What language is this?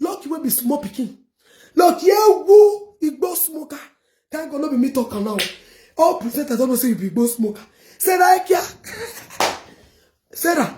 Nigerian Pidgin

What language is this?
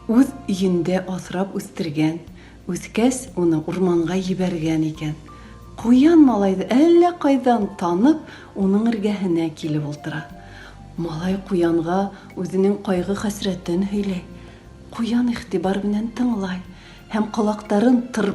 Bashkir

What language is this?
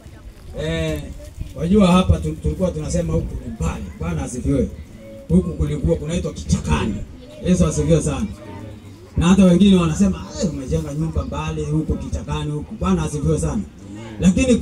Swahili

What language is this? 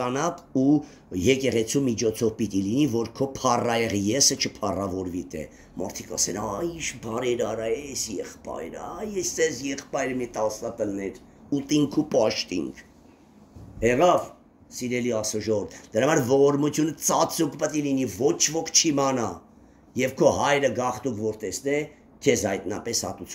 Armenian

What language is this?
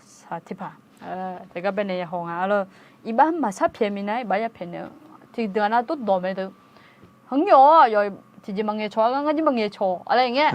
Akha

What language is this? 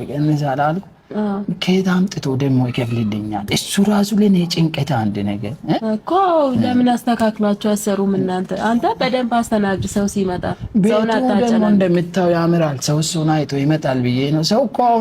Amharic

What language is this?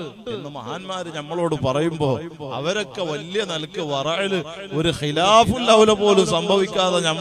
Malayalam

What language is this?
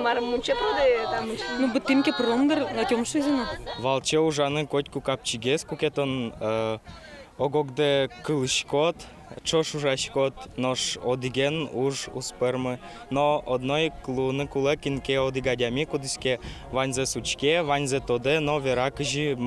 Udmurt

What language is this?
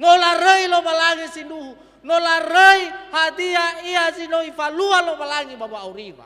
Nias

